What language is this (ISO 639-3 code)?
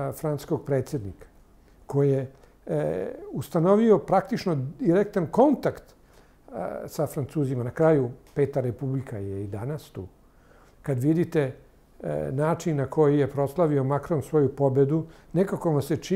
srp